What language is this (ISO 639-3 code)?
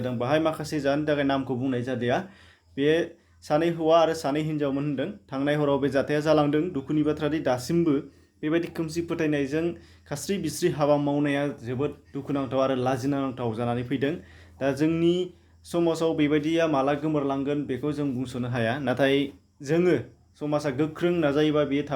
brx